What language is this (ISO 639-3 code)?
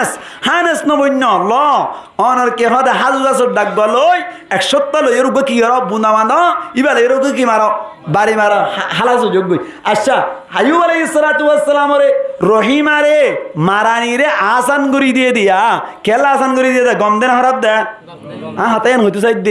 rhg